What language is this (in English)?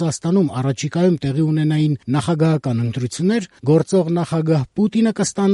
Armenian